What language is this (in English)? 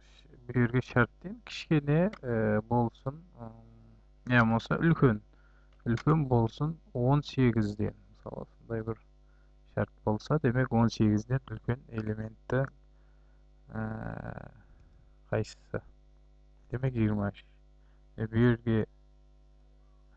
Kazakh